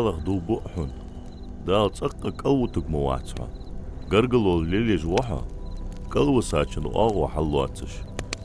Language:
Ingush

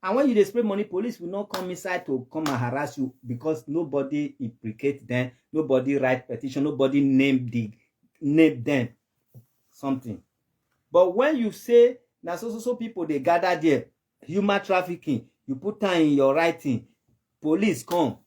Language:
Nigerian Pidgin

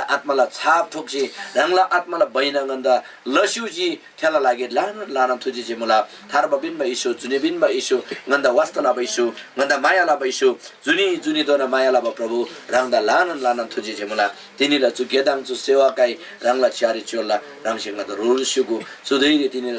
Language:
Eastern Tamang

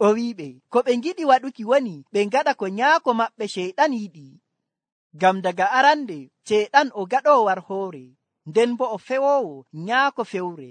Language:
Nigerian Fulfulde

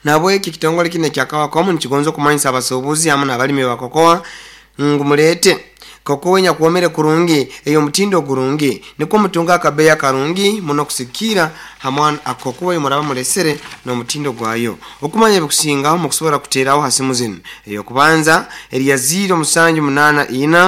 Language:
Nyoro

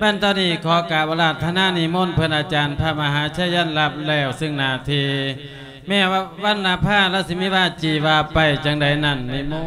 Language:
Lao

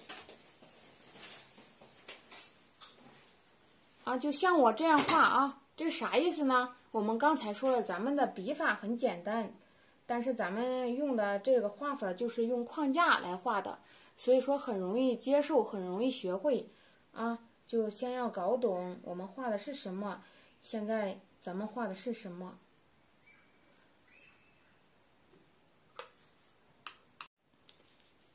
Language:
Chinese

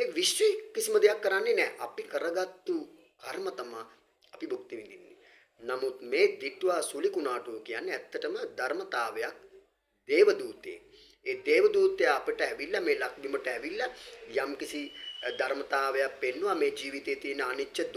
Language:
Sinhala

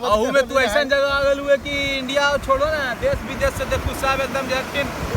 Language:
Magahi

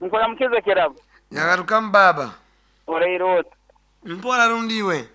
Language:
Nyankole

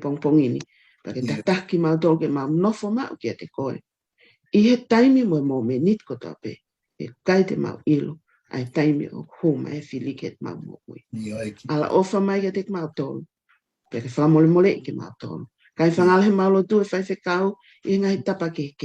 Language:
Tongan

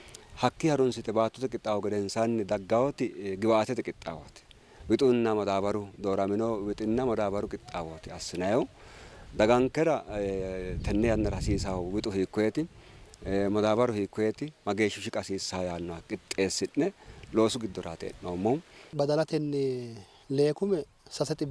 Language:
Sidamo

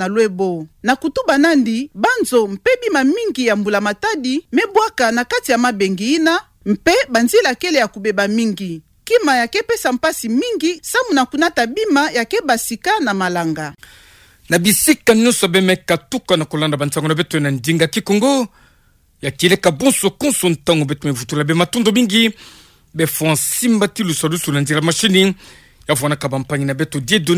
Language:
Kituba (Democratic Republic of Congo)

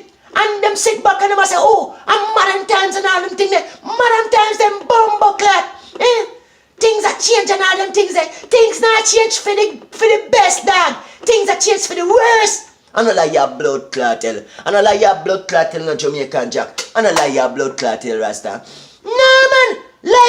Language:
Jamaican Creole English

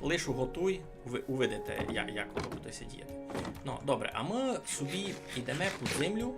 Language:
Rusyn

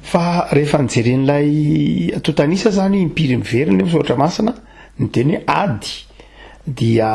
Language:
Malagasy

